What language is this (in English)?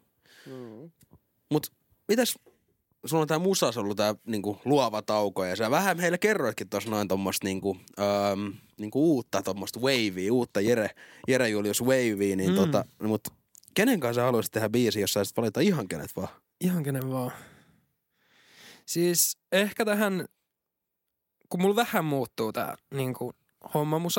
Finnish